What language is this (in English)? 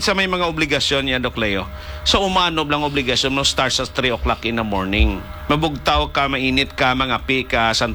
Hiligaynon